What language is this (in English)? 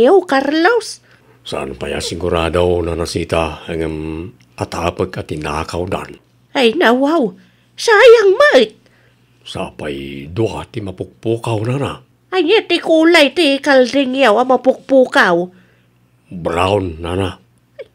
Iloko